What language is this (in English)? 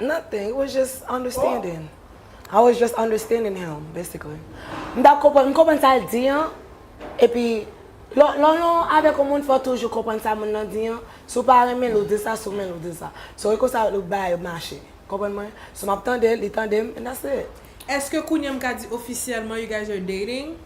Haitian Creole